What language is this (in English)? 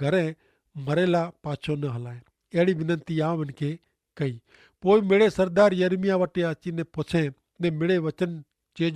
Kachhi